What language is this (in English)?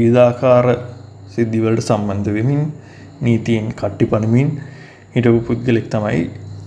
Sinhala